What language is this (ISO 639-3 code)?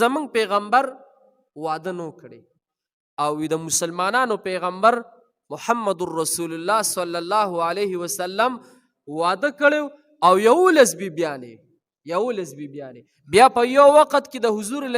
pus